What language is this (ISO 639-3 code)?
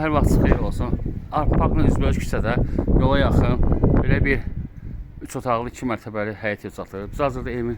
aze